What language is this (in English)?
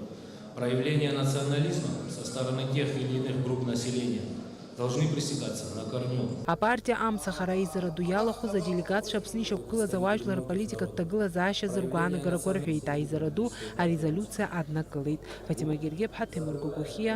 Abkhazian